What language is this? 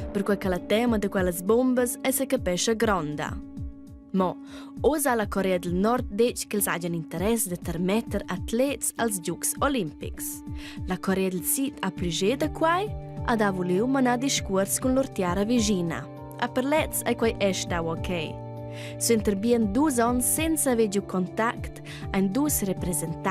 Romansh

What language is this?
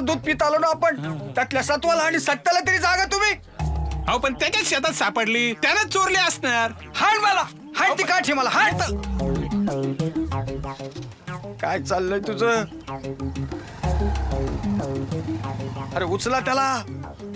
Marathi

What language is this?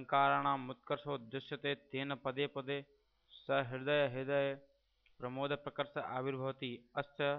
Sanskrit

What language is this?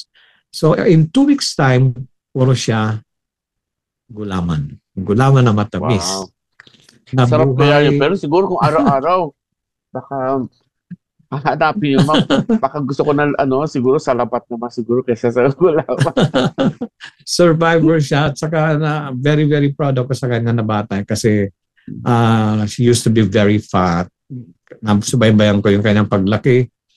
Filipino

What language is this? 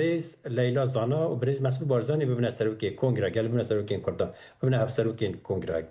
Kurdish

